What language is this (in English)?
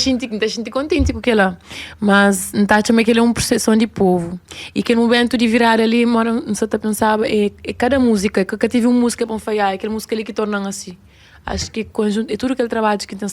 Kabuverdianu